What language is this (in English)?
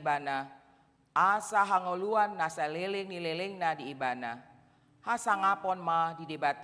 Batak Toba